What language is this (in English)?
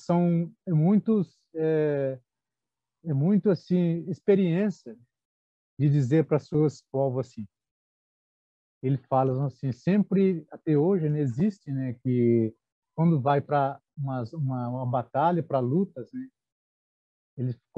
Portuguese